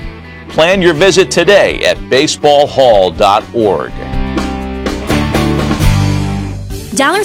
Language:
English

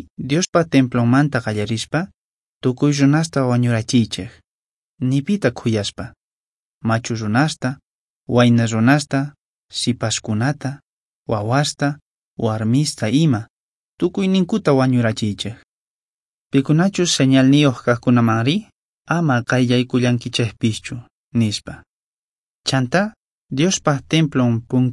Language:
Quechua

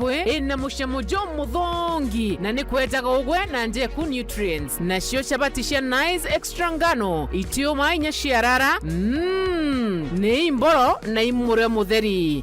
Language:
Meru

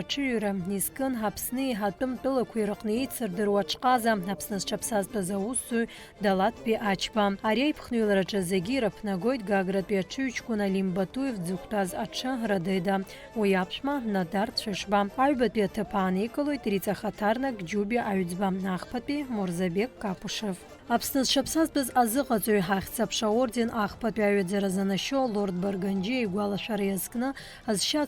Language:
Abkhazian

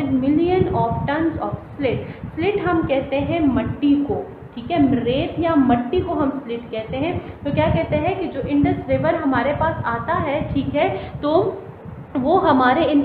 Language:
Hindi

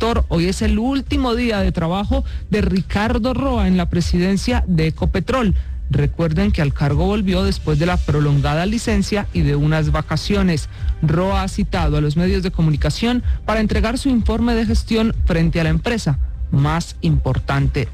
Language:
Spanish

